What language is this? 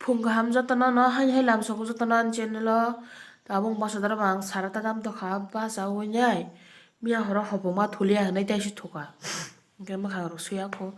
Kok Borok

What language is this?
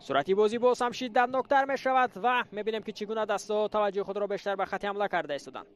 Tajik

